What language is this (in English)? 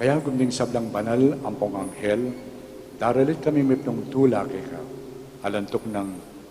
Pampanga